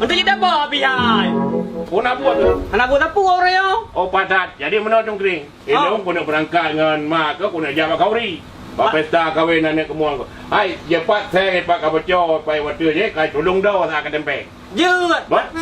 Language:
Achinese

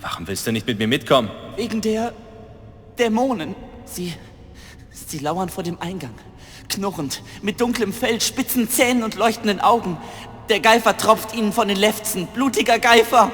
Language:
Bavarian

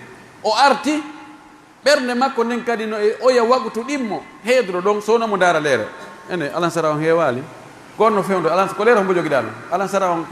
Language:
Pular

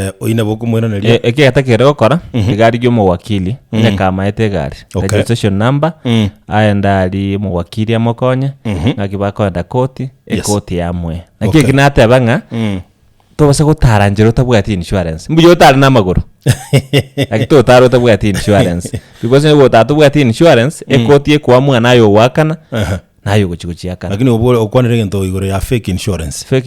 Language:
Gusii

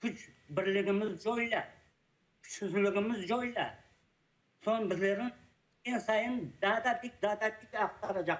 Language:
Crimean Tatar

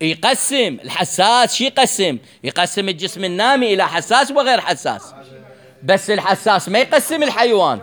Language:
Mesopotamian Arabic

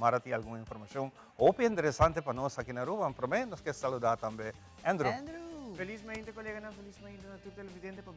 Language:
Papiamento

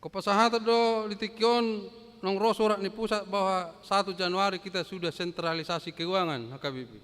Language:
Batak Toba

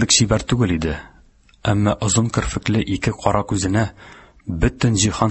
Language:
Tatar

